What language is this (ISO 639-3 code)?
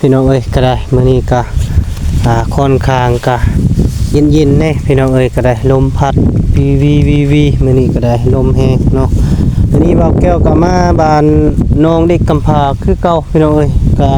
lao